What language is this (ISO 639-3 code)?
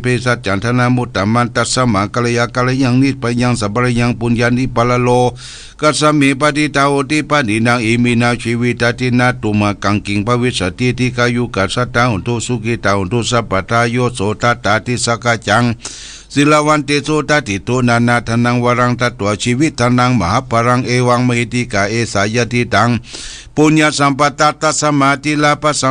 pli